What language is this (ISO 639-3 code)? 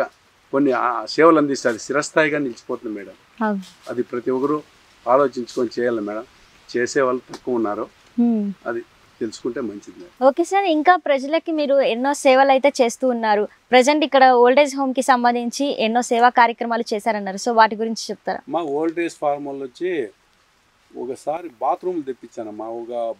tel